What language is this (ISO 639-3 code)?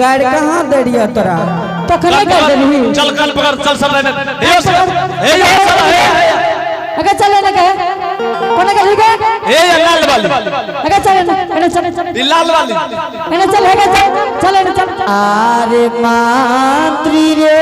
anp